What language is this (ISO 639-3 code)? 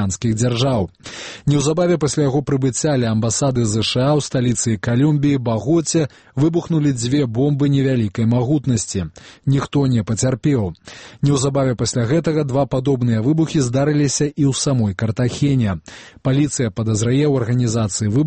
bel